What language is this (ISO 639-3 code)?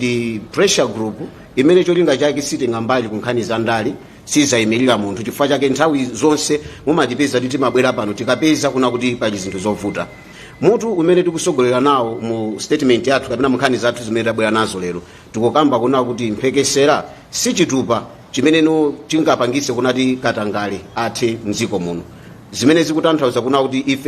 nya